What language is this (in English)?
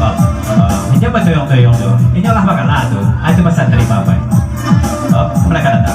Minangkabau